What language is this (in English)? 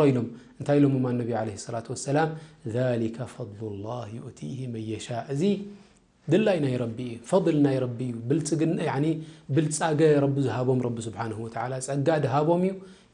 Tigrinya